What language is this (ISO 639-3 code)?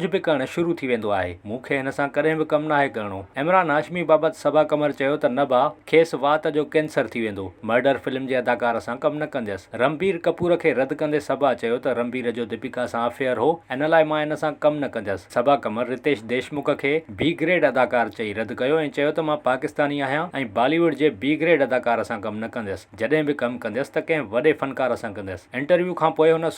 snd